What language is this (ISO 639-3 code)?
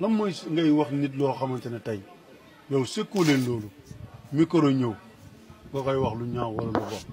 wol